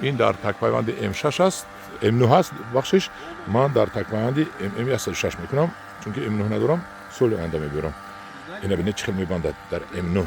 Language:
Tajik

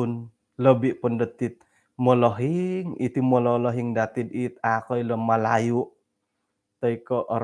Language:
Central Dusun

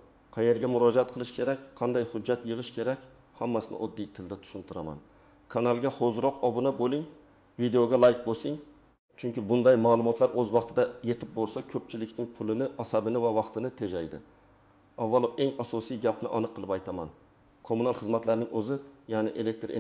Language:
Uzbek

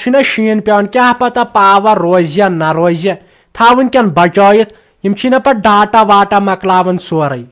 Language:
Kashmiri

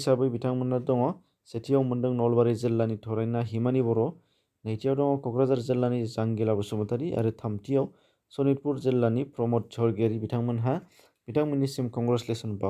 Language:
Bodo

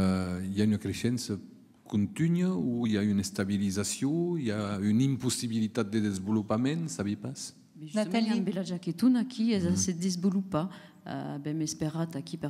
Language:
Occitan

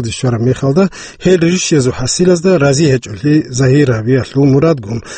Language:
Avaric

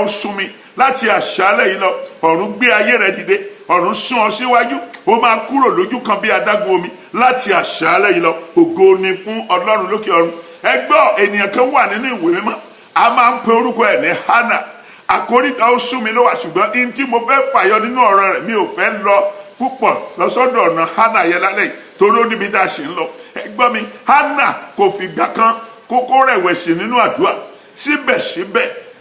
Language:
Yoruba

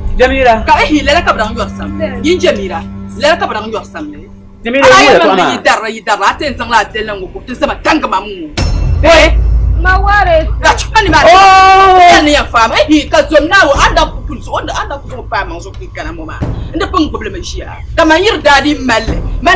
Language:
Dagbani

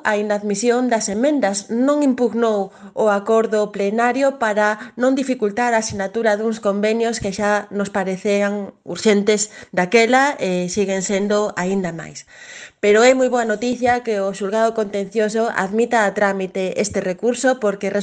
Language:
Galician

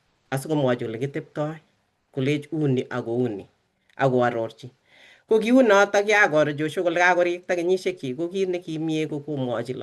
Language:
Kalenjin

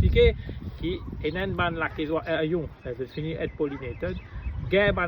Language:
Morisyen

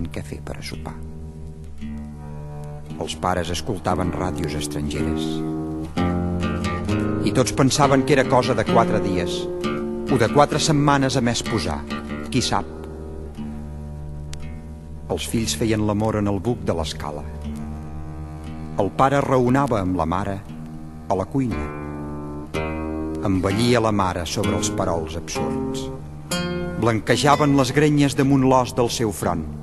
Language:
Catalan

